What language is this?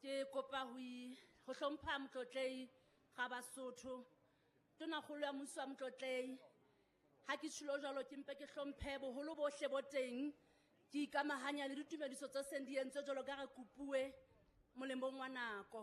Southern Sotho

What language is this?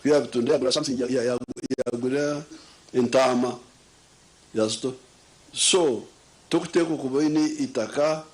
Nyankole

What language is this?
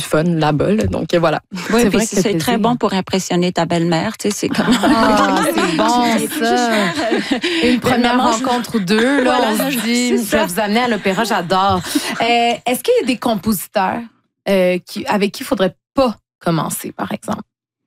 French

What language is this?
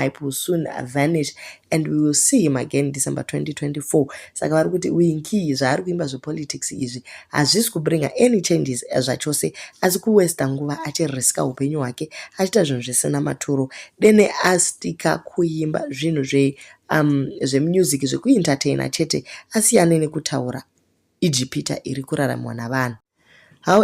Shona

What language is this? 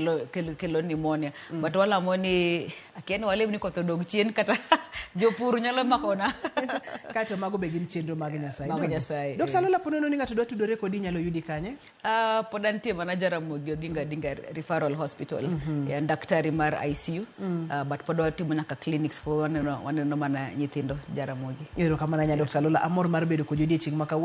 Luo (Kenya and Tanzania)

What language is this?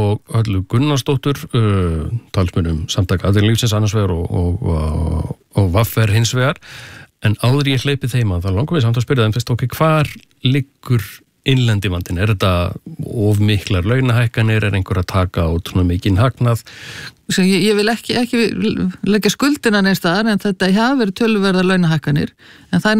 Icelandic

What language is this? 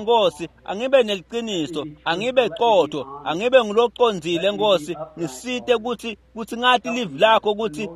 Swati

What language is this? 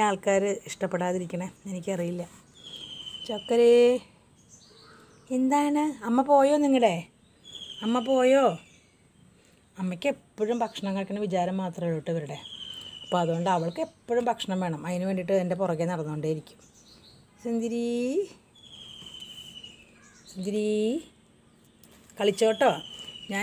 Malayalam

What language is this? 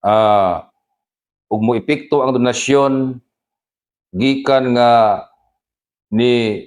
Cebuano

